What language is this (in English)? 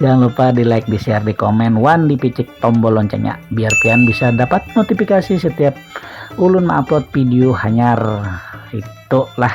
Banjar